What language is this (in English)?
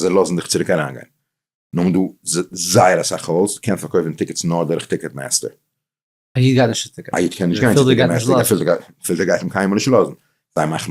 Yiddish